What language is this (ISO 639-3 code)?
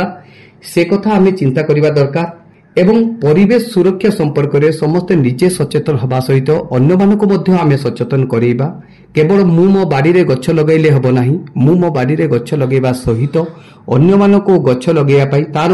ori